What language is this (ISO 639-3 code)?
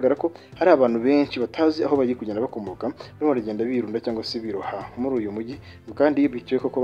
kin